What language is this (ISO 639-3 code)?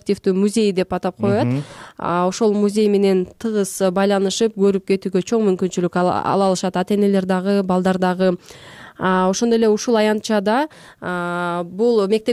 kir